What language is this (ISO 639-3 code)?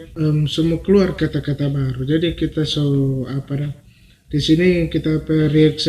xmm